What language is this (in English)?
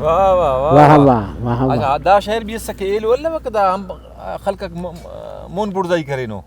Brahui